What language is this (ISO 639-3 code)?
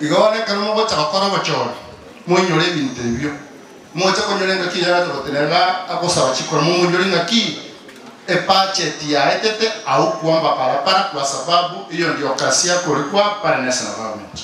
guz